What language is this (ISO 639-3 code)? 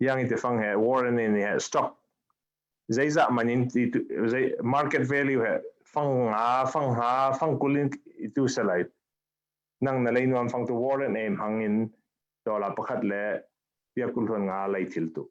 cfm